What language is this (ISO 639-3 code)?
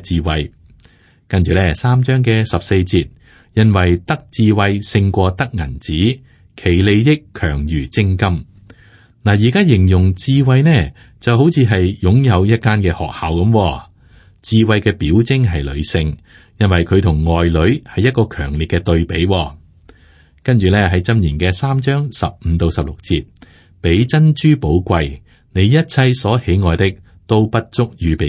yue